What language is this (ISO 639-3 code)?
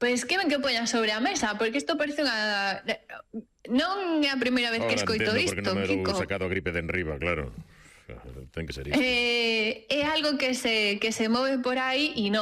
glg